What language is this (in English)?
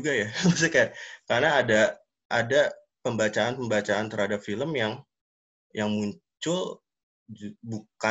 Indonesian